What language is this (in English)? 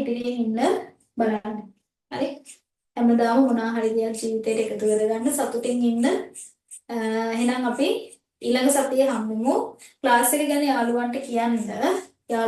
Sinhala